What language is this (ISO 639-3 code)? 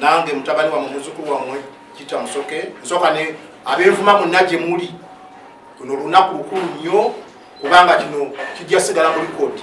lug